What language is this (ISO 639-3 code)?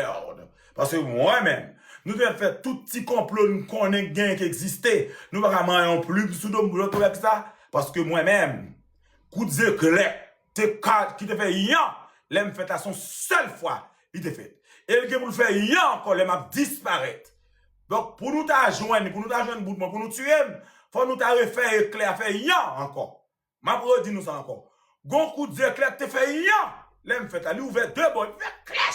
hat